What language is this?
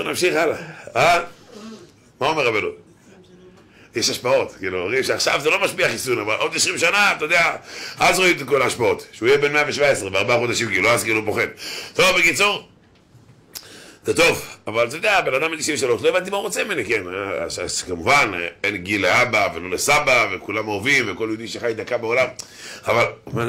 Hebrew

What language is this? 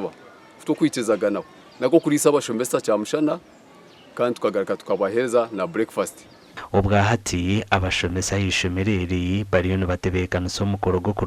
Nyankole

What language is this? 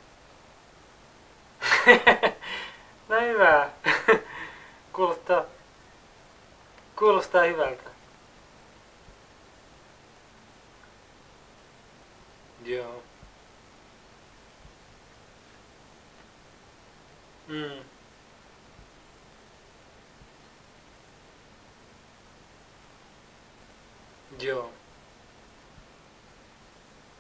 Finnish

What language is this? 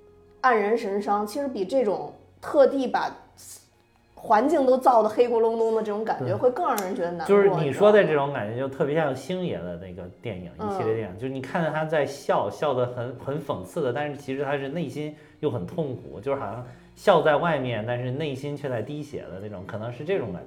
Chinese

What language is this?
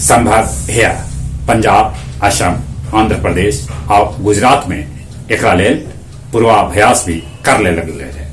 Magahi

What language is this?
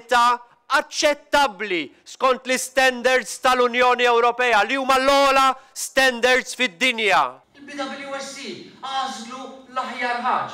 Maltese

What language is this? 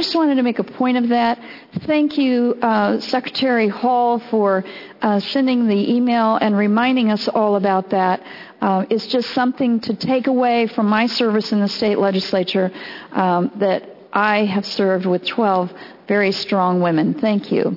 English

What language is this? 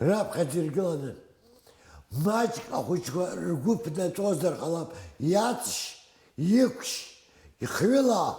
Abkhazian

